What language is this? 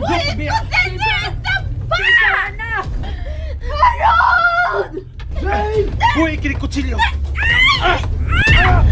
Cebuano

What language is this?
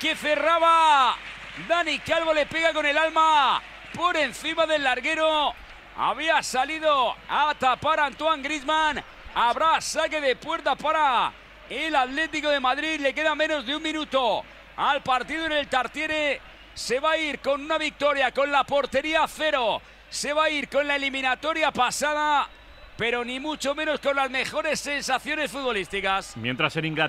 Spanish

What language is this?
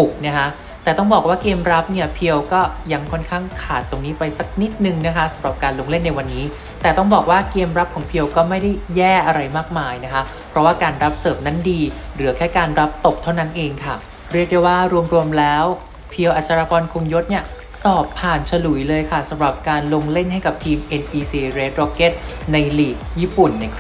Thai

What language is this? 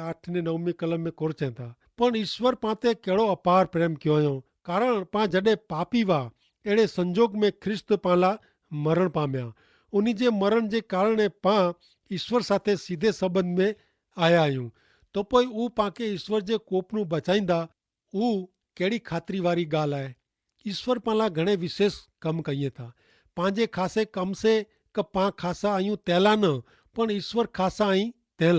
Kachhi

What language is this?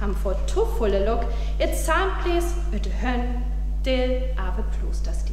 Northern Frisian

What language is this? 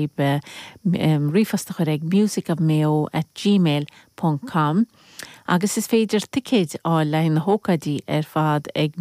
Irish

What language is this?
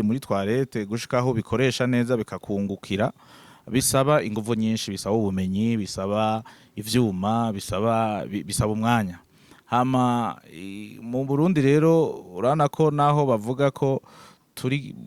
Rundi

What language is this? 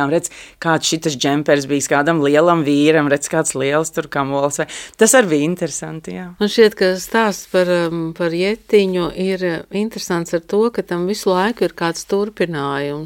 Latvian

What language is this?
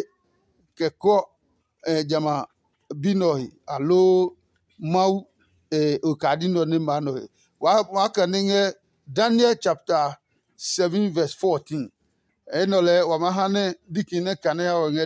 Adangme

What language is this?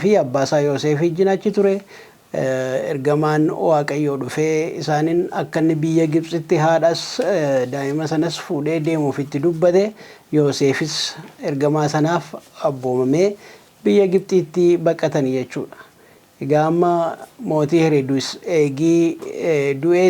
Oromo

